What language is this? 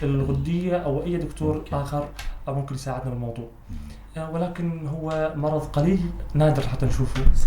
North Levantine Arabic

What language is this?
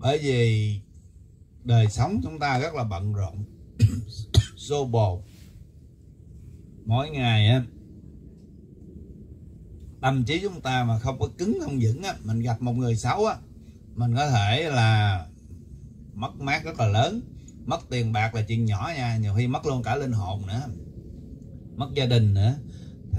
Vietnamese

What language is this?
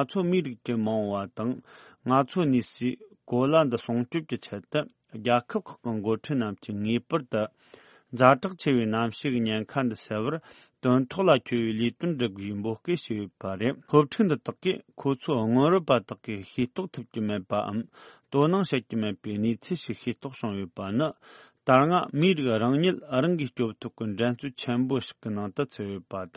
Tibetan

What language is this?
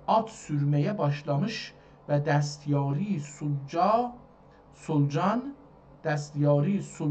South Azerbaijani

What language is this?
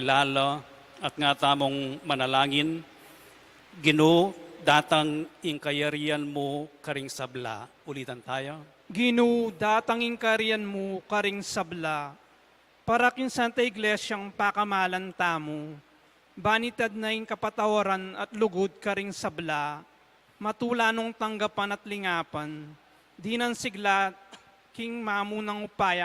Pampanga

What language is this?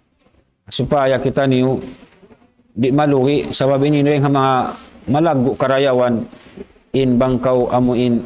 Tausug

